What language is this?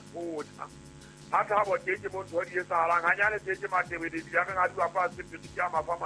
Southern Sotho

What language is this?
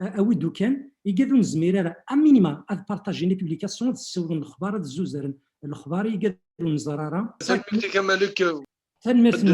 Kabyle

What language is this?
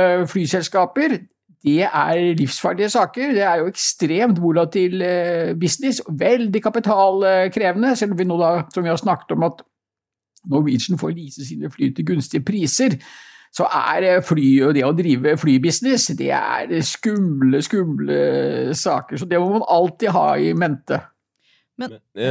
Norwegian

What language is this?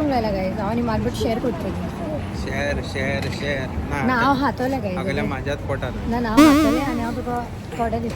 Konkani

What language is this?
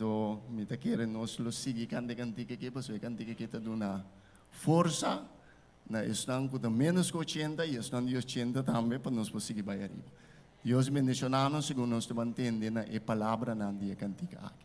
Papiamento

